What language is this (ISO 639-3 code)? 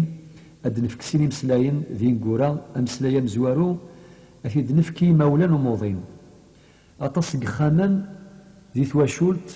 kab